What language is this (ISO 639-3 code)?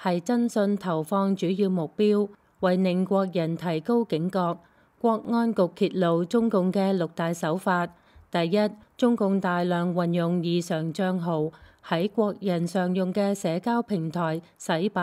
yue